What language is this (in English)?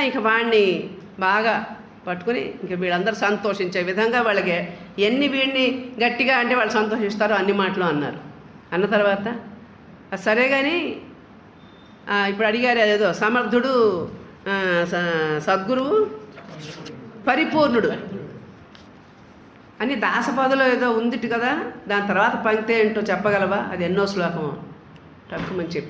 Telugu